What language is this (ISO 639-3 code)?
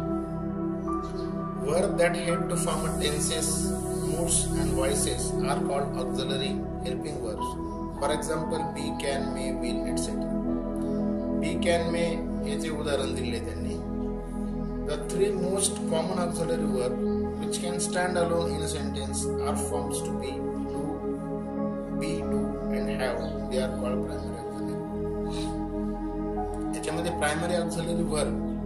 mar